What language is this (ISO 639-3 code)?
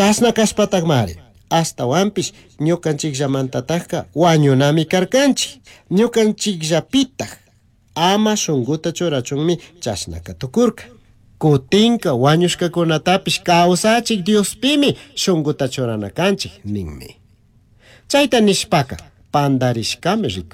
qug